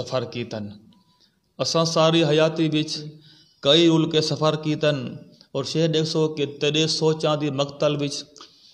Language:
Saraiki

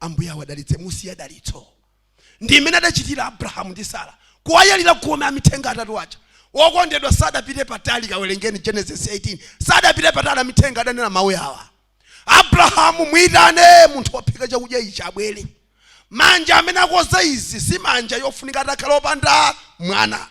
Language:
Nyanja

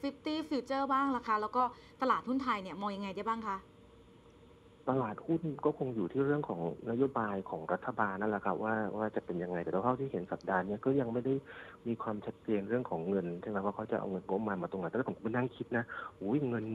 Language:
Thai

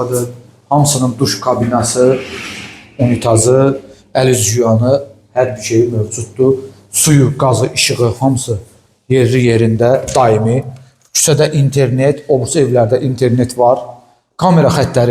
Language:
Azerbaijani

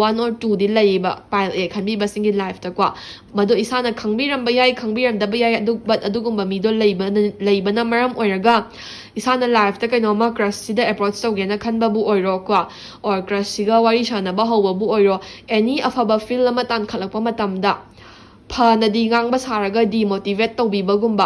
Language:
Manipuri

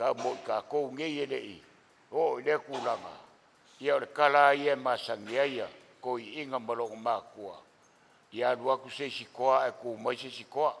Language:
Samoan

